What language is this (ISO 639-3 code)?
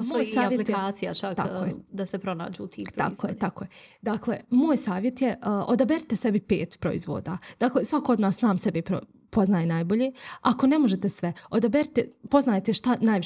bos